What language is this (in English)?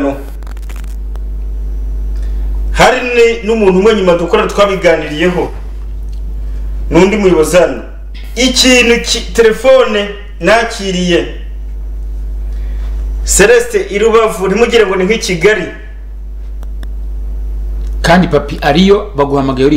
Kinyarwanda